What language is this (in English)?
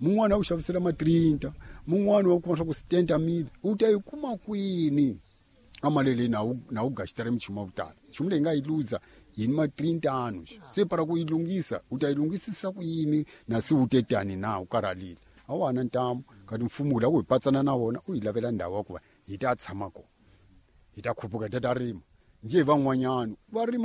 Tsonga